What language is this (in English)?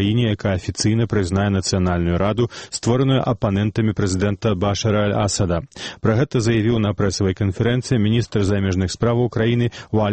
Belarusian